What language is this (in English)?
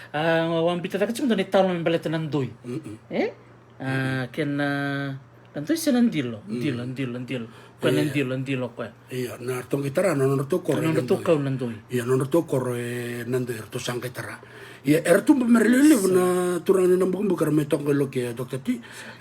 Fijian